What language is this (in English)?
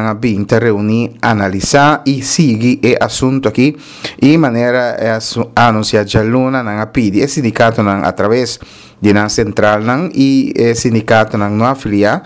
Papiamento